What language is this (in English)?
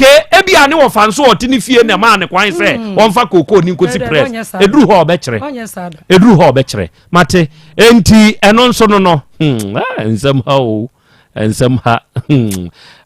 Akan